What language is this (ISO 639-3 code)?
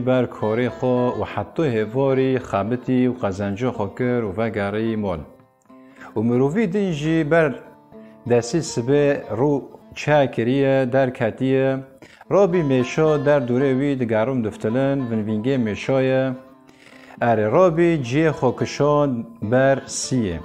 kur